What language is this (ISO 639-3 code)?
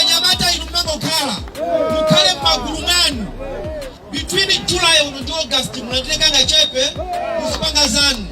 nya